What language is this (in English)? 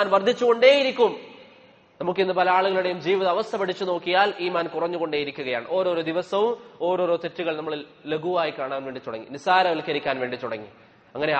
Malayalam